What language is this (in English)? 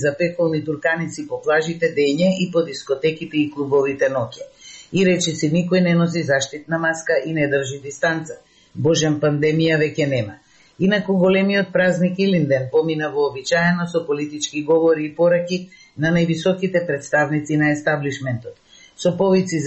Macedonian